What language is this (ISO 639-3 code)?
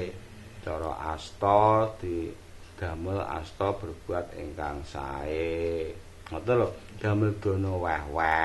jav